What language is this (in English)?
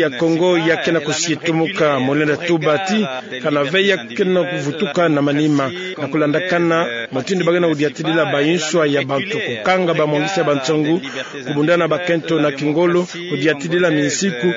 Kituba (Democratic Republic of Congo)